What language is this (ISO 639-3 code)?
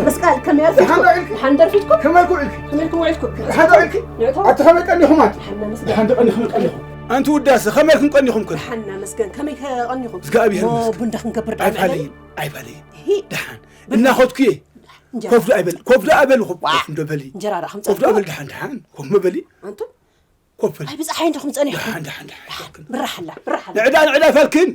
tir